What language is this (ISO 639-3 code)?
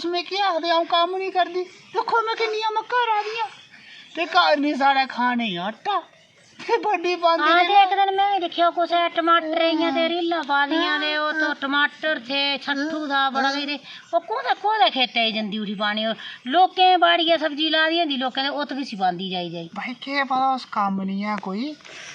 doi